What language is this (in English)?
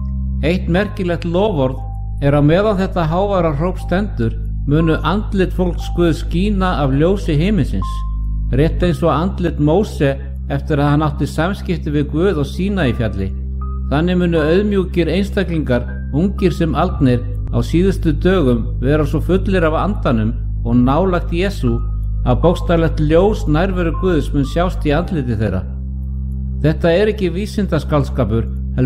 Icelandic